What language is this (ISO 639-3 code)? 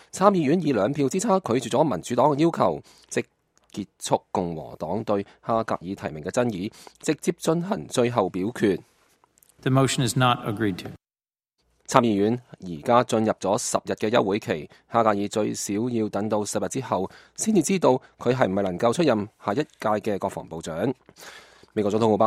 yue